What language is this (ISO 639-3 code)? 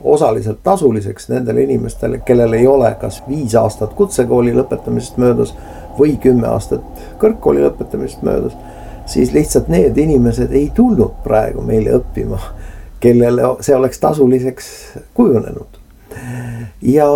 est